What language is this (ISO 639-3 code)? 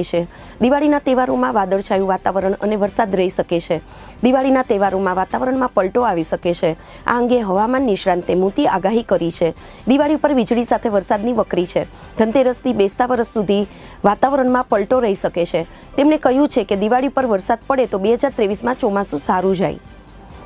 guj